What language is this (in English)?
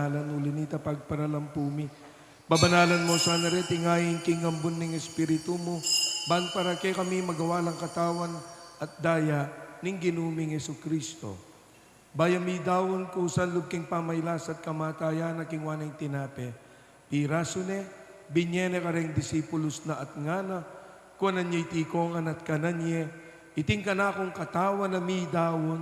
Pampanga